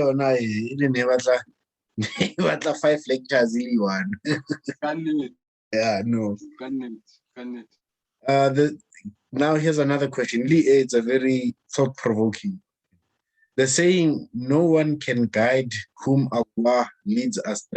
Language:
Southern Sotho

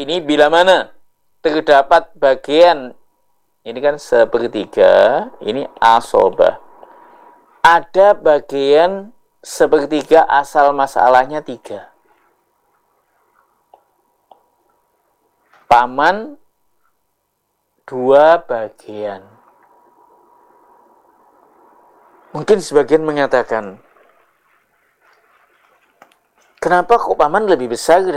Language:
Indonesian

